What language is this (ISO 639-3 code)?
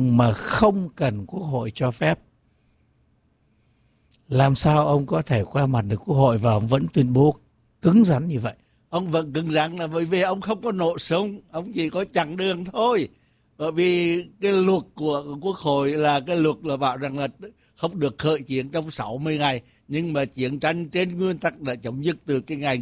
vie